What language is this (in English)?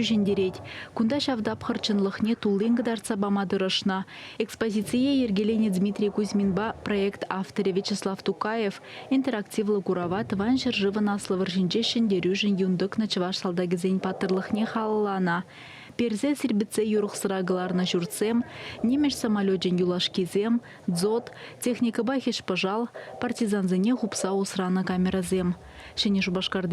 Chuvash